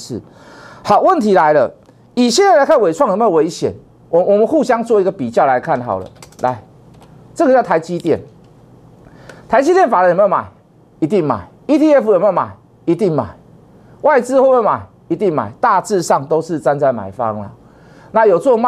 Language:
Chinese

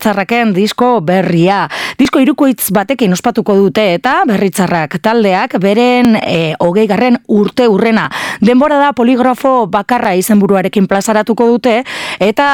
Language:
Basque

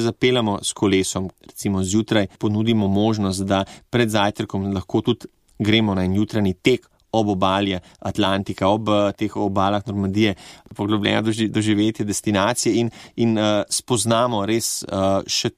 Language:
Slovenian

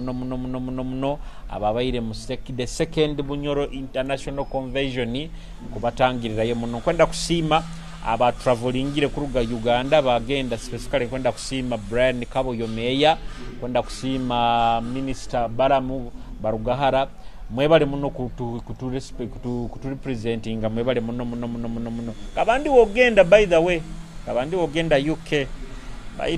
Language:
Nyoro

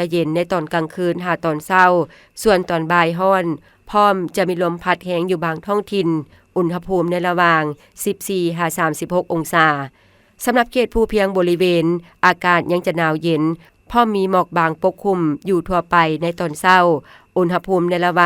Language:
Lao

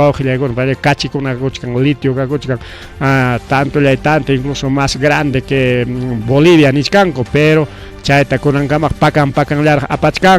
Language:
Ayacucho Quechua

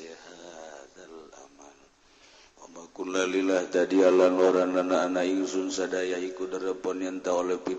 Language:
Sundanese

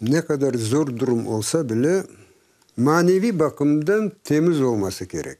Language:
Crimean Tatar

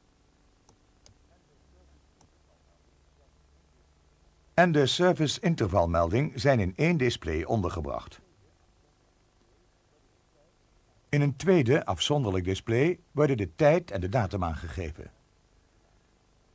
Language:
Dutch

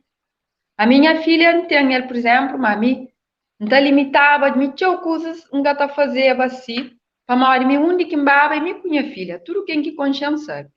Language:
Kabuverdianu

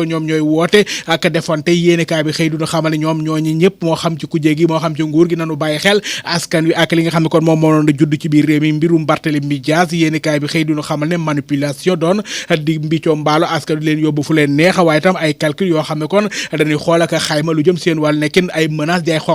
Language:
Wolof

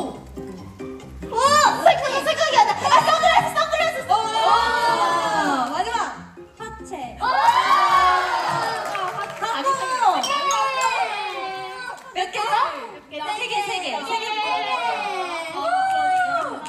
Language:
Korean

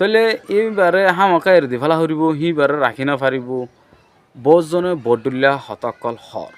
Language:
Rohingya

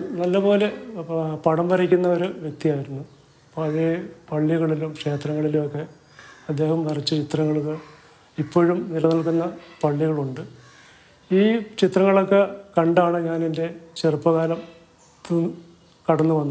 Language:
Malayalam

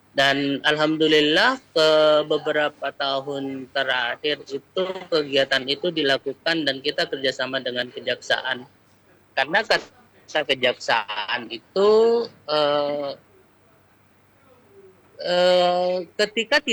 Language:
Indonesian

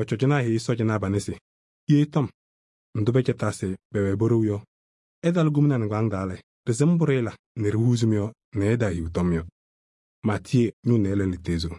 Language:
Kabiyè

